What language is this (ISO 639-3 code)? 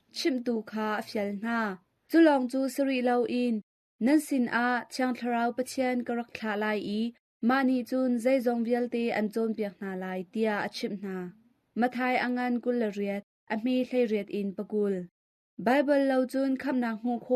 cnh